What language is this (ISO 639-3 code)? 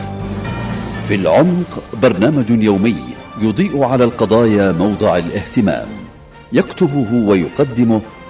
ara